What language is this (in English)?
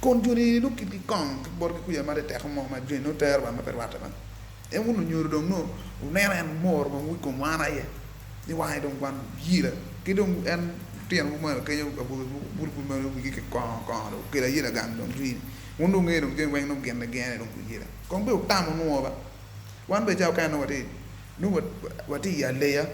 Acoli